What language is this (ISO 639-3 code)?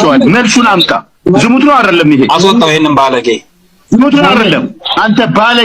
amh